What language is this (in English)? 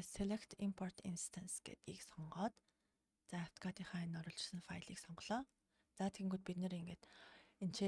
Mongolian